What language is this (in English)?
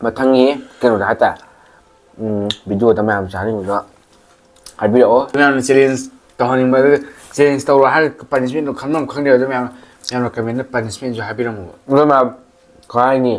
Manipuri